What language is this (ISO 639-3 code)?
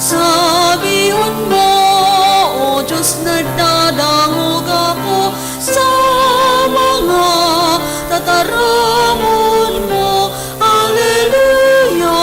bik